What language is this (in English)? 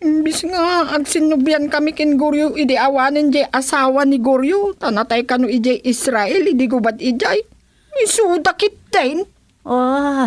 Iloko